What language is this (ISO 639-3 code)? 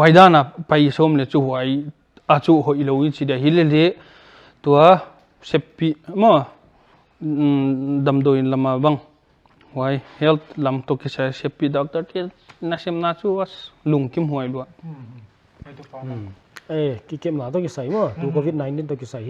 pck